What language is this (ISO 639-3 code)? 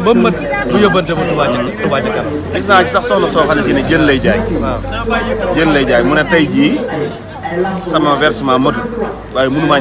wol